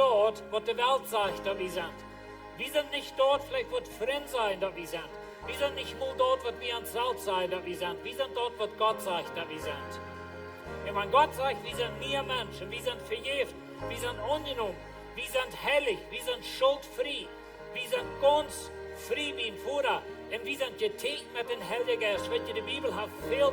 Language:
Plautdietsch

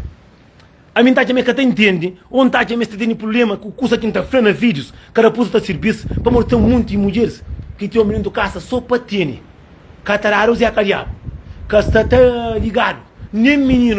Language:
Kabuverdianu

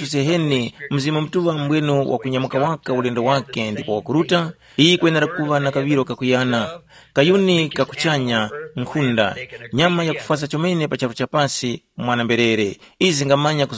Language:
Tumbuka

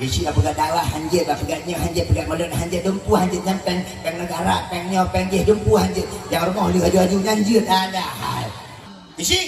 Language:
Achinese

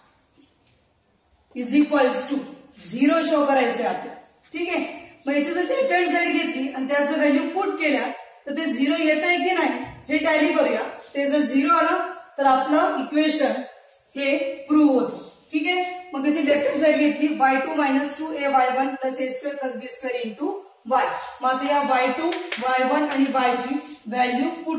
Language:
Marathi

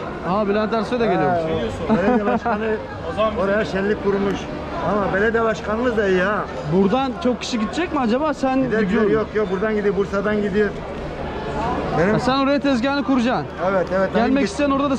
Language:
Turkish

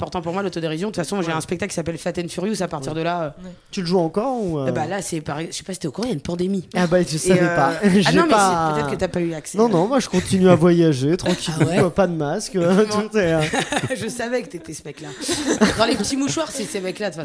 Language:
French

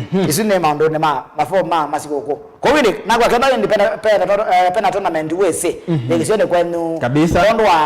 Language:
Kamba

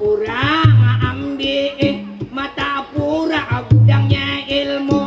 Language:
Banjar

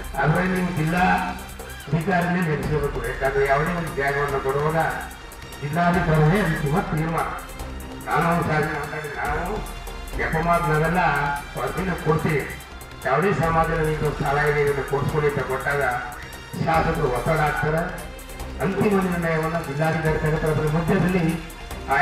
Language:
Kannada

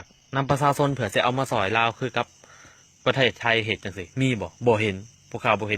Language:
Lao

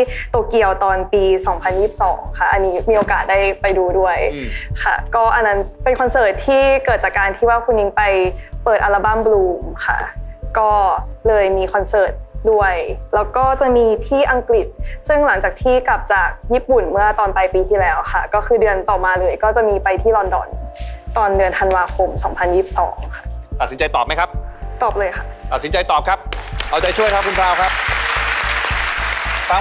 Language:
Thai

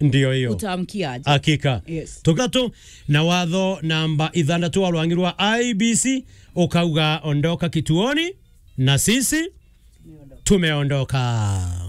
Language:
Meru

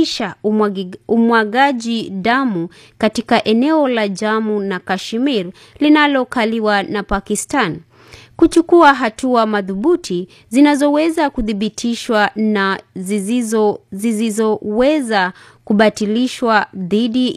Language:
Swahili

